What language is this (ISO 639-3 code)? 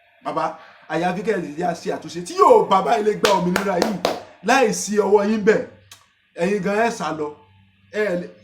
yor